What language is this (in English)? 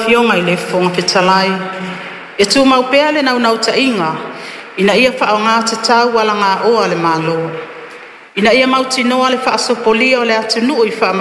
Samoan